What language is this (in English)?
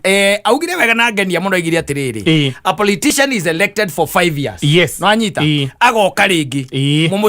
Kikuyu